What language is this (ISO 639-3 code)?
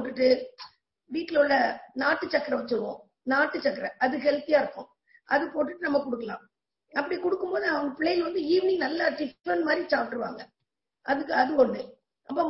tam